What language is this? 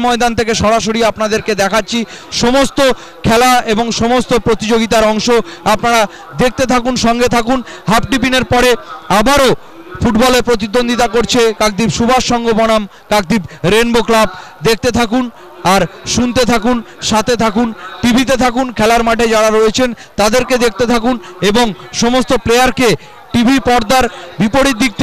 Bangla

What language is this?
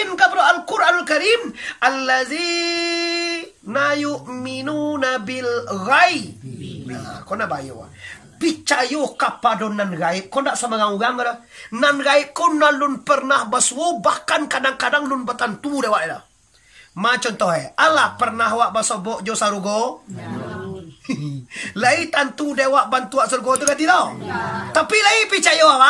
Minangkabau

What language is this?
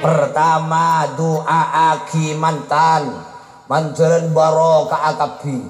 Madurese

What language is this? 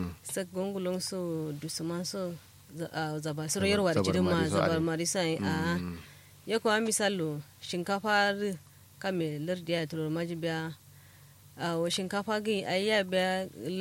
Kanuri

